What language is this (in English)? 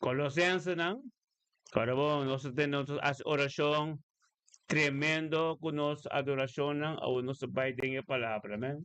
Papiamento